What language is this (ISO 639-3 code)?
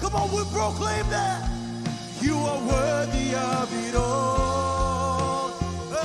mah